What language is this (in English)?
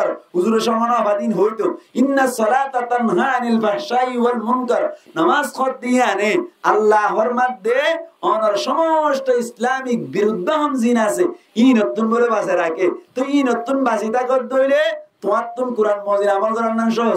Rohingya